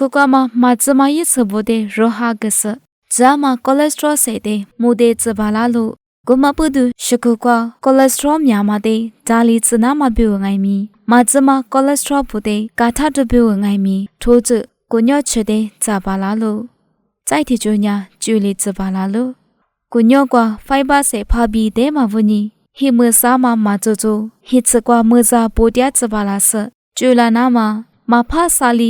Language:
Lisu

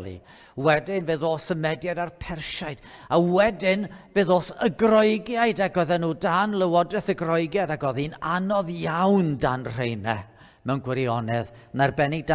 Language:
Welsh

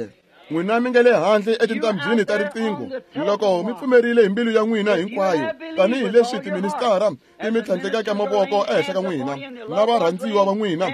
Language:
Tsonga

